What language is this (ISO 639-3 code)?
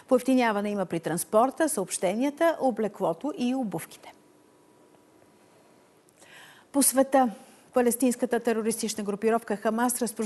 bul